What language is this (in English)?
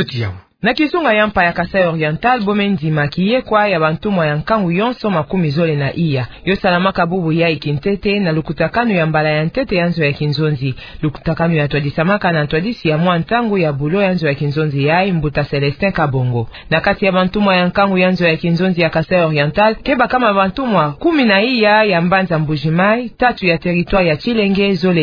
Kituba (Democratic Republic of Congo)